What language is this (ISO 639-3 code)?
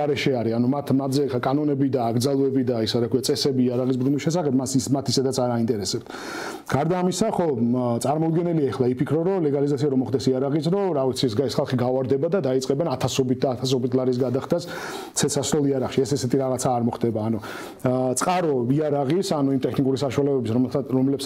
kat